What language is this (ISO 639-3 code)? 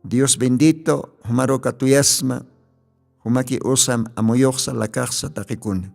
aym